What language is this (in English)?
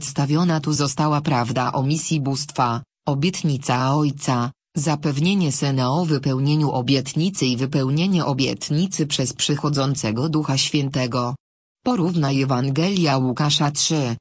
Polish